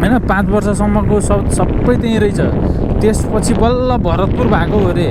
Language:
Nepali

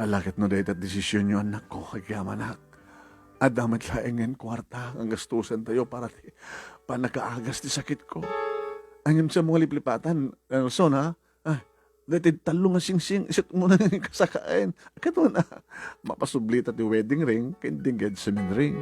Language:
Iloko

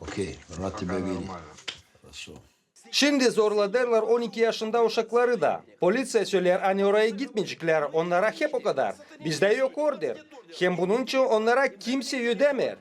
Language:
Gagauz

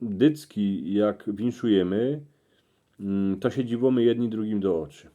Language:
Silesian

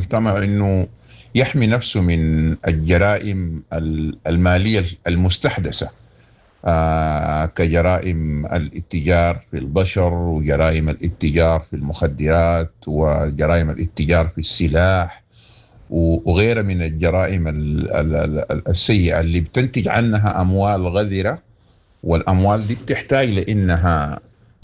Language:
Sudanese Arabic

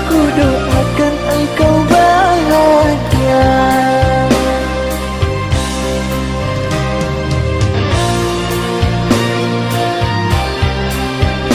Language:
Indonesian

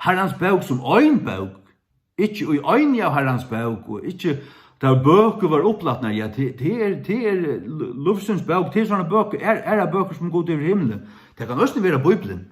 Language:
Faroese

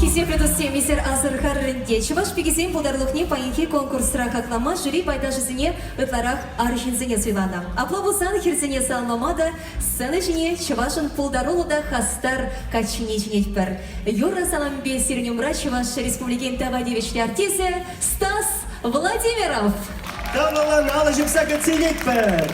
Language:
Chuvash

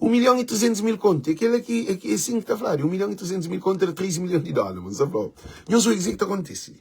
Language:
Kabuverdianu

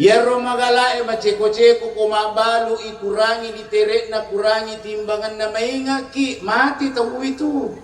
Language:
Buginese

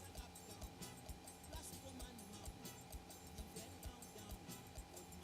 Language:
Morisyen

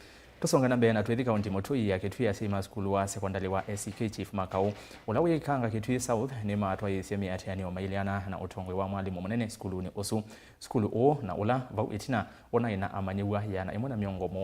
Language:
Kamba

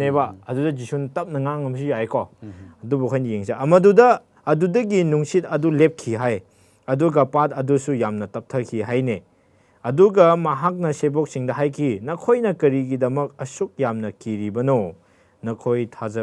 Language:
Manipuri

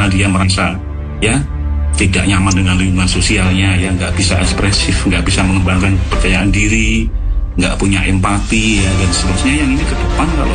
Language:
Indonesian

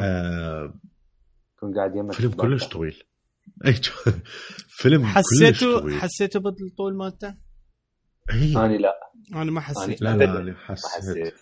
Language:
Mesopotamian Arabic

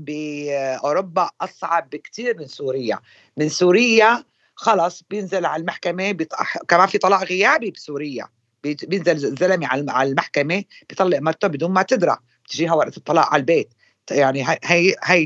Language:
North Levantine Arabic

